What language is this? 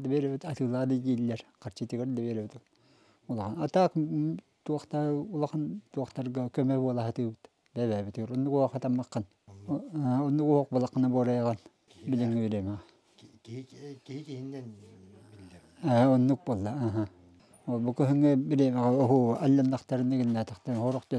Yakut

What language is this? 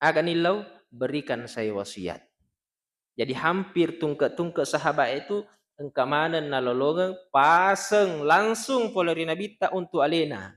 Buginese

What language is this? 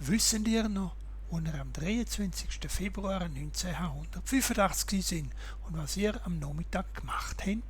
Swiss German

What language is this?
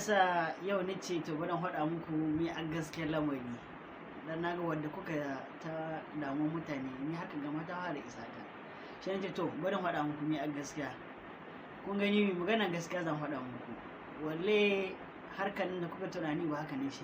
Hausa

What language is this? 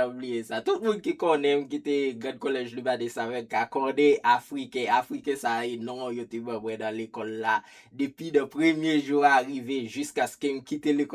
Haitian Creole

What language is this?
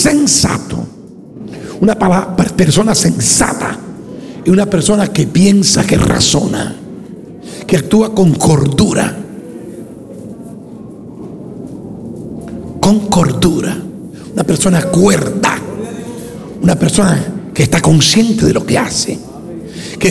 Spanish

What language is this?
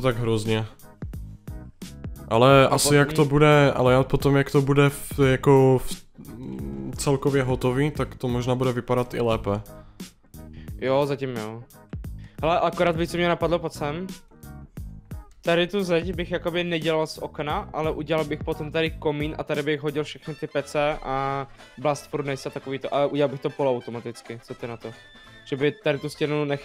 Czech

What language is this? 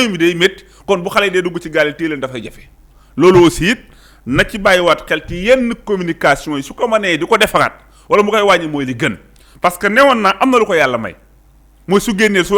Wolof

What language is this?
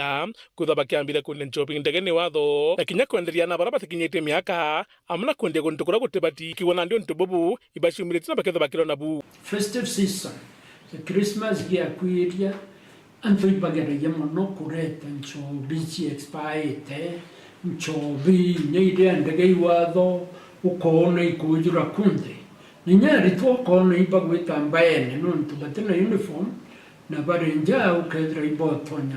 Meru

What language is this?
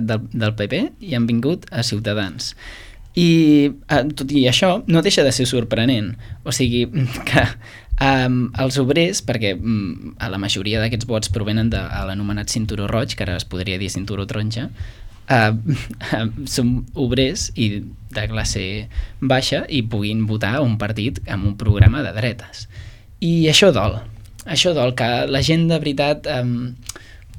Catalan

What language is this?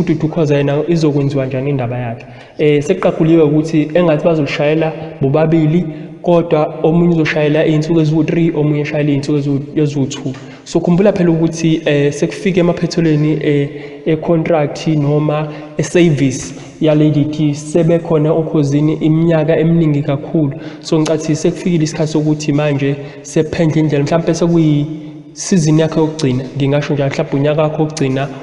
Zulu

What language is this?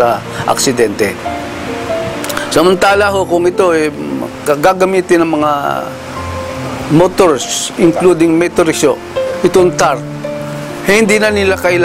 Filipino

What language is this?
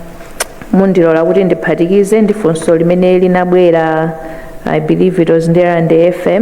Nyanja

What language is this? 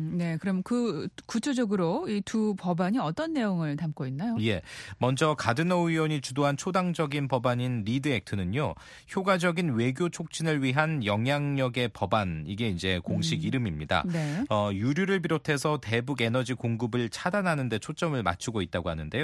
Korean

